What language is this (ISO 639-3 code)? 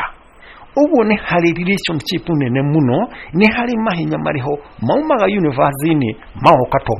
kik